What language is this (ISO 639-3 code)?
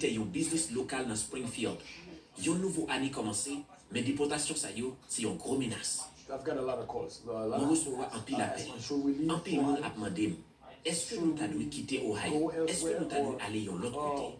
hat